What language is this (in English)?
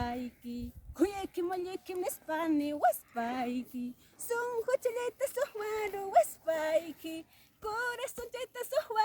Ayacucho Quechua